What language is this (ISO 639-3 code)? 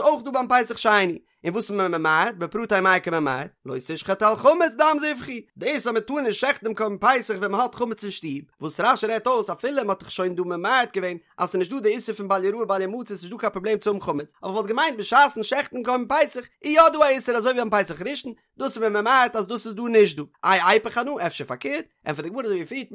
yid